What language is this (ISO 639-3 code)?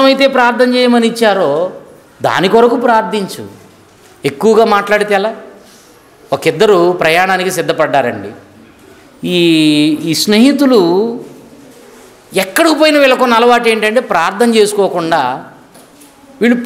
tel